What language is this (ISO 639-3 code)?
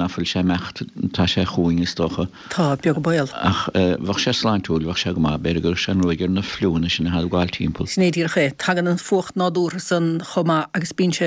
gle